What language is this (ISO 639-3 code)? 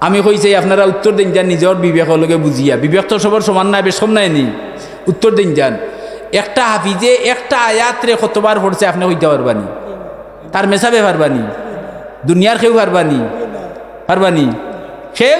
syl